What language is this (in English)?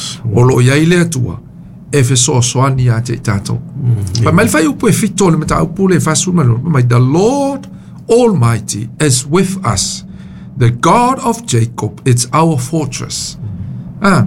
Samoan